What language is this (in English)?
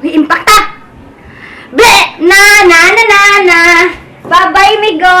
Cebuano